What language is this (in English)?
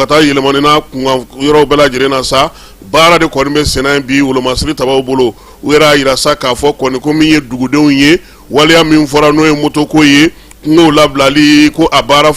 Bambara